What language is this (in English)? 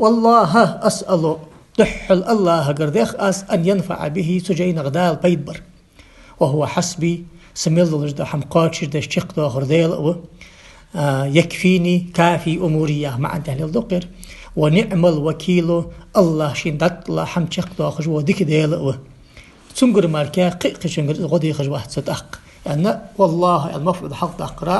Ingush